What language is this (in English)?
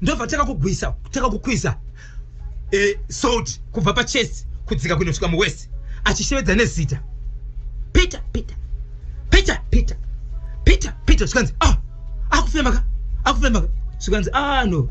Shona